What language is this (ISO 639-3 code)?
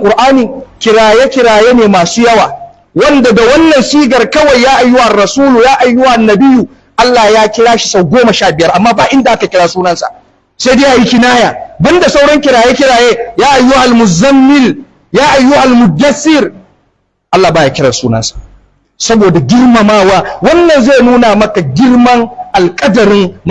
hau